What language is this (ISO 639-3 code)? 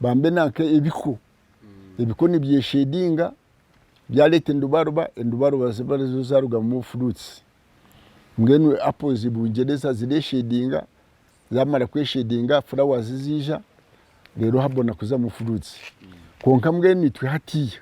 nyn